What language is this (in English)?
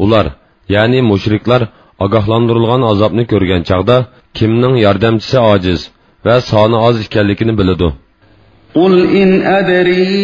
Uyghur